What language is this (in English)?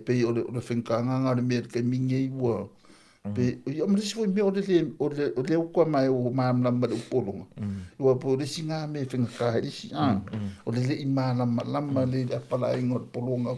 Samoan